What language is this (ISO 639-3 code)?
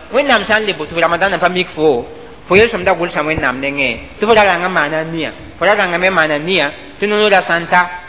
mos